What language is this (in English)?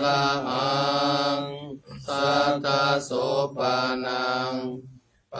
Pali